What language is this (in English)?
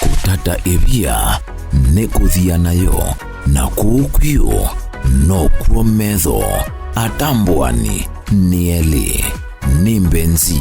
Kamba